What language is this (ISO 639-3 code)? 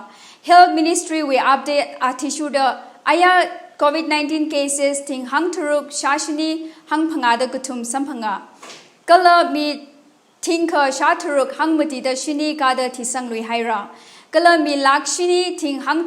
nmf